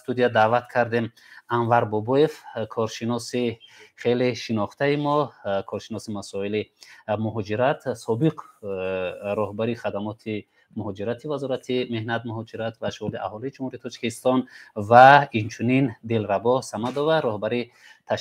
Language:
Tajik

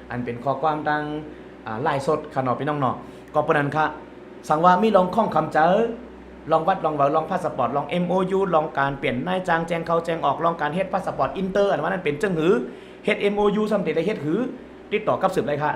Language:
Shan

